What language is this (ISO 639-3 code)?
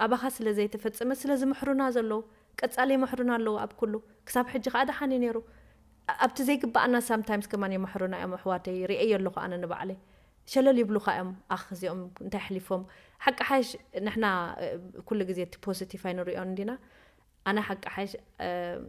tir